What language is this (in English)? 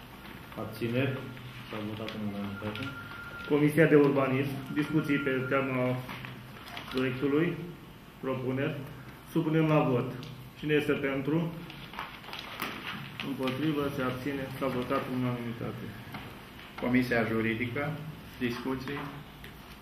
Romanian